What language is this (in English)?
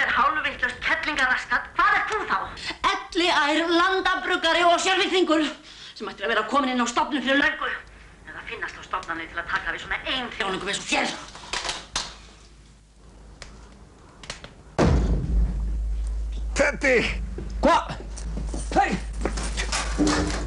Icelandic